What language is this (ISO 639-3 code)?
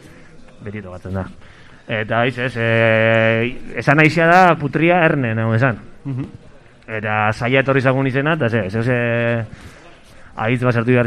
eus